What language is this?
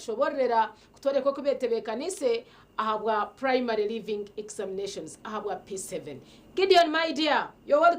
Nyankole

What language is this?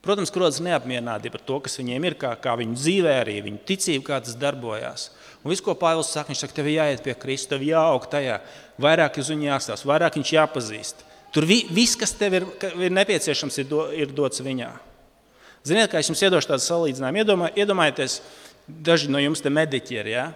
Latvian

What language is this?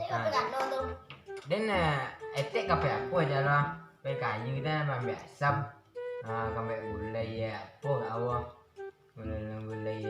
Minangkabau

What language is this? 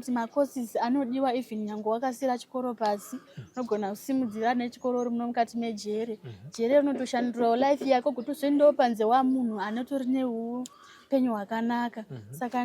Shona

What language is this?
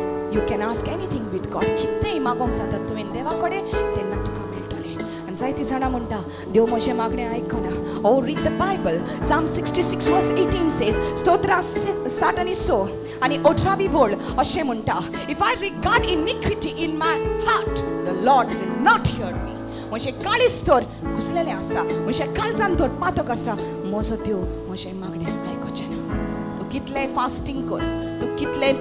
Konkani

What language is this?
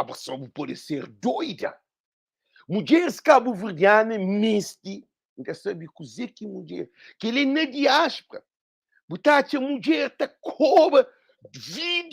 Kabuverdianu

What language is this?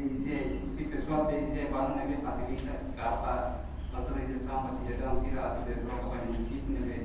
Tetum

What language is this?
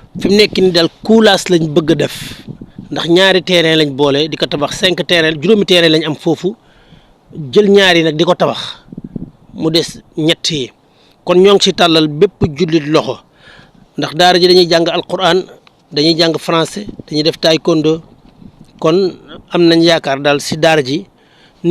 Wolof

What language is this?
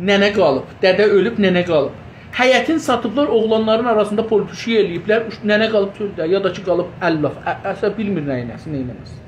South Azerbaijani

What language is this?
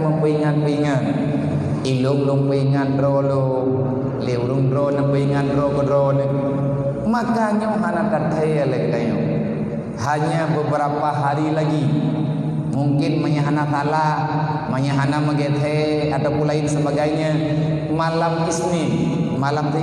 Achinese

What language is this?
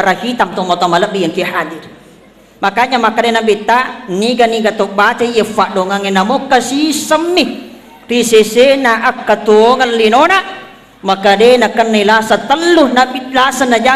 Buginese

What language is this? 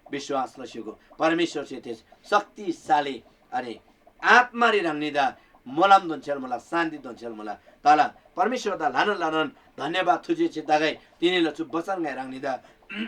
Eastern Tamang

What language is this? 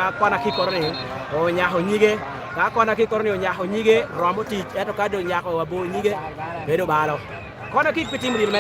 Lango (Uganda)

